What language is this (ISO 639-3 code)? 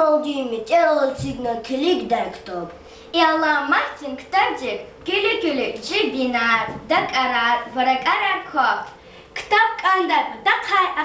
lez